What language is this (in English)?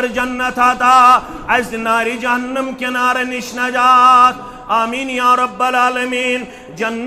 Kashmiri